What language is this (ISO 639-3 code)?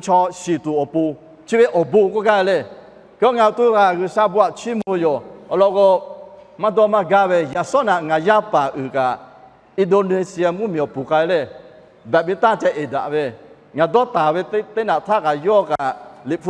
lhu